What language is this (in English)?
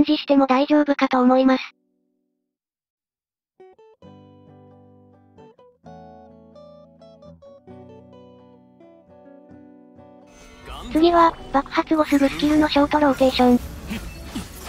Japanese